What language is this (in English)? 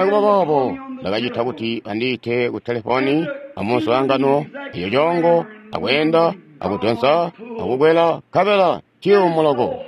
Tonga (Zambia)